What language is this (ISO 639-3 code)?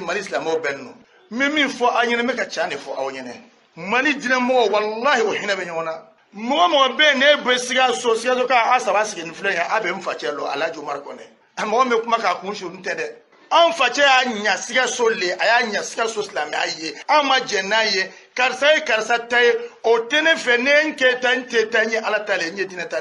bam